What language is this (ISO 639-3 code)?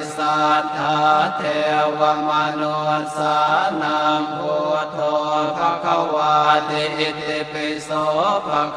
pli